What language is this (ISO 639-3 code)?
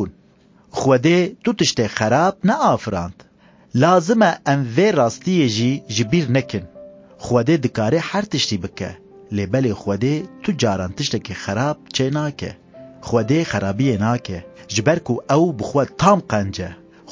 kur